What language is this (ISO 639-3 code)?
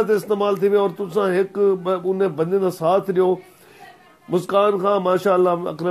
skr